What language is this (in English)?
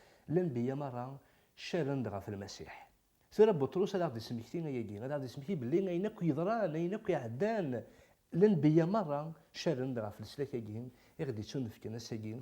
Kabyle